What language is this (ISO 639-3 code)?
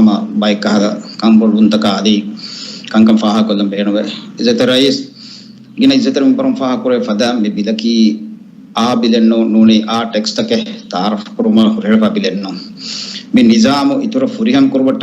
div